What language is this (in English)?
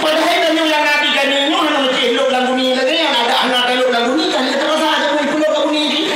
Achinese